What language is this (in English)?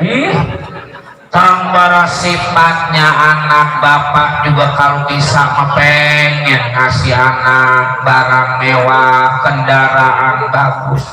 Betawi